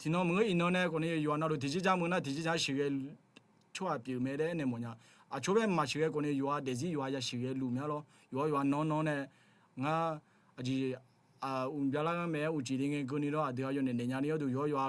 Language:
Akha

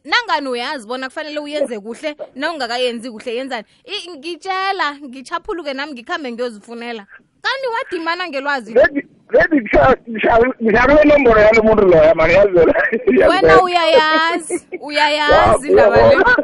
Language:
South Ndebele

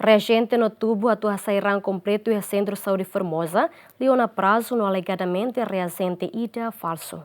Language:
Tetum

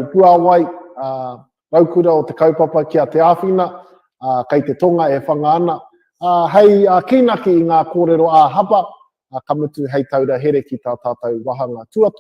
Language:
Māori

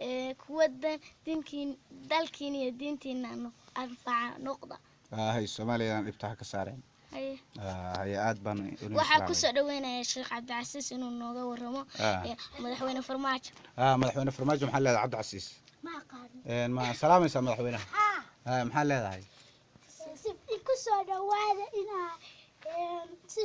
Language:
Somali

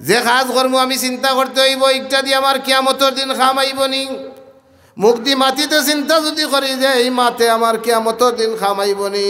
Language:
Sylheti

